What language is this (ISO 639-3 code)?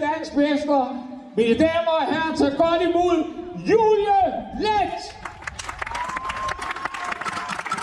dan